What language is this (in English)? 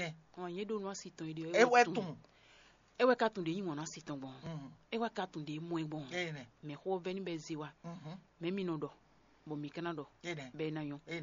Fon